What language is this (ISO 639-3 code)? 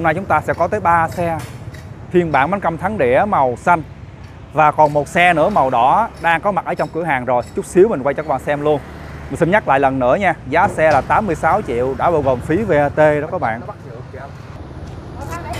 vie